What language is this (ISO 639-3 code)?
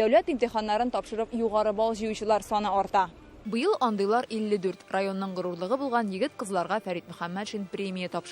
tat